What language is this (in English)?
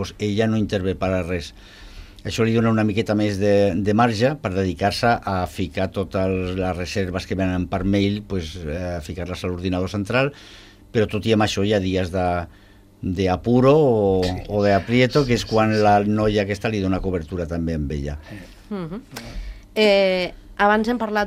Catalan